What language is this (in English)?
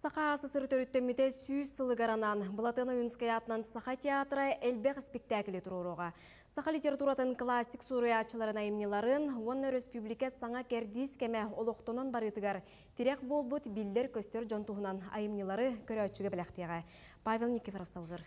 Yakut